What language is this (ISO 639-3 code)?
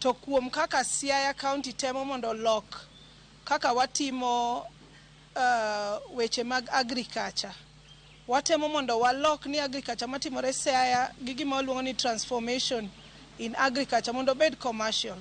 luo